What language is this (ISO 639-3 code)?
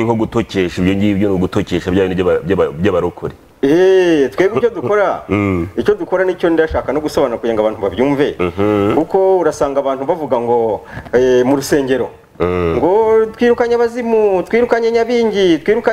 kin